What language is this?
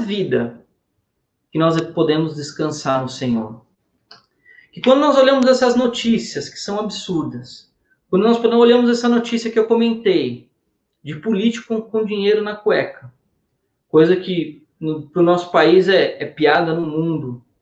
Portuguese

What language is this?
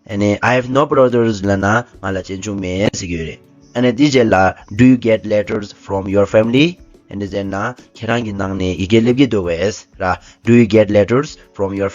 Tibetan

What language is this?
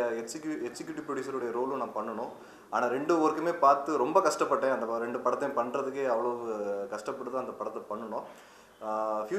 Tamil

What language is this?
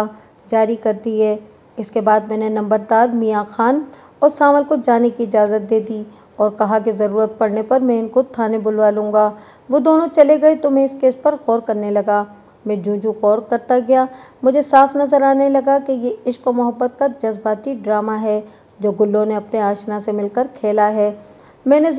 Urdu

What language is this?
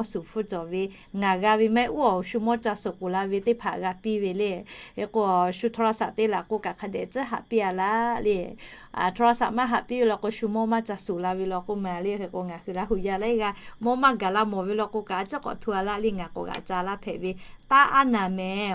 Lahu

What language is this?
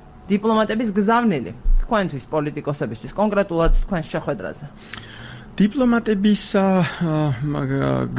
Georgian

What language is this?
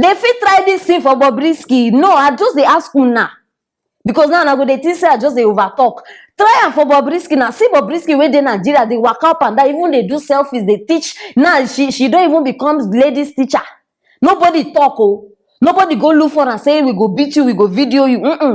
Nigerian Pidgin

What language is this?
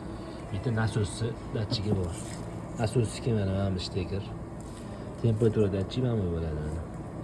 Uzbek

